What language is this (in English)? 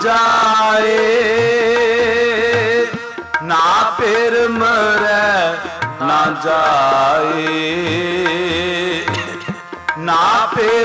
Punjabi